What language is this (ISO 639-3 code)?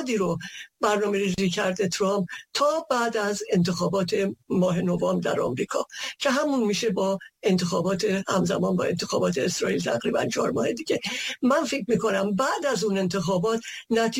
fas